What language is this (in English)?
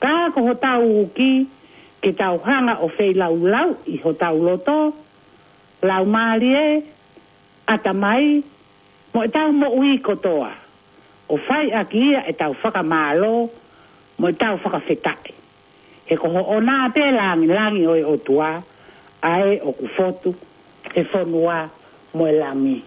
Tongan